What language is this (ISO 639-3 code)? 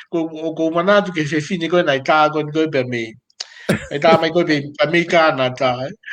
ton